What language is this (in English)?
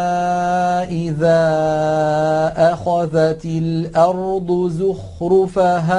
Arabic